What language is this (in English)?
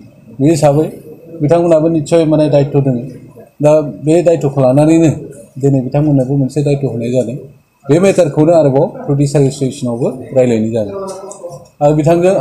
Bodo